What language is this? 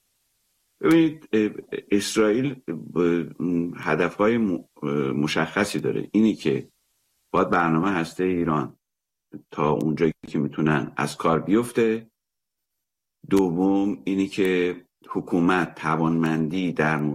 Persian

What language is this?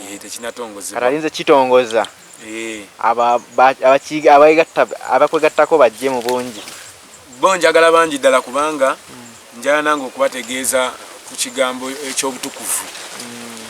Ganda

